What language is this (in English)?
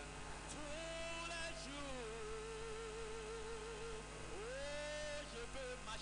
Ewe